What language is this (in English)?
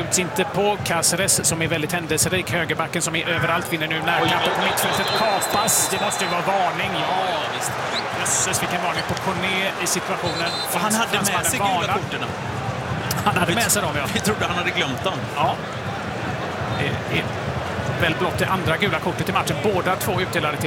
Swedish